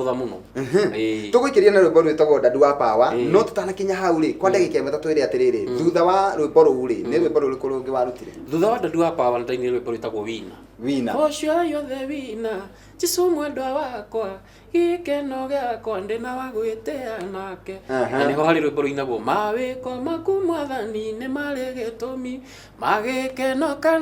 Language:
Kikuyu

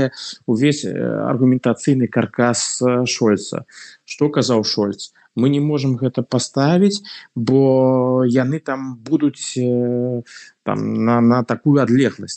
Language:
Belarusian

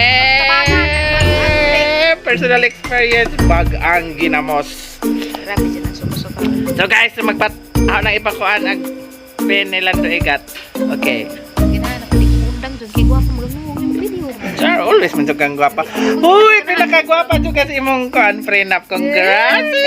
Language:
Cebuano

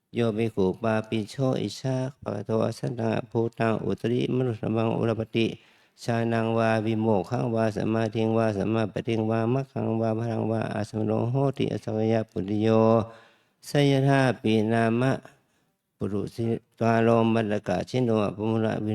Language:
Pali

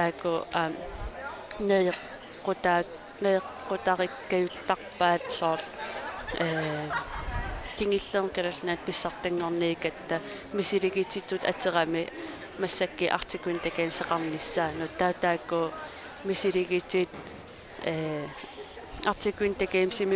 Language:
Kalaallisut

